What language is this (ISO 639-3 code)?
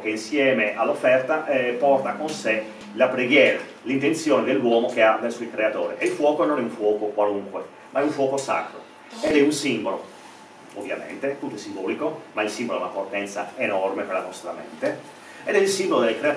ita